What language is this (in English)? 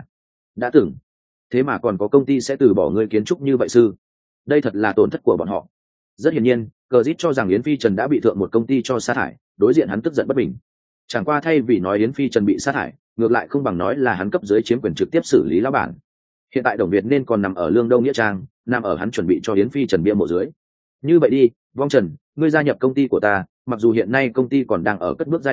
Vietnamese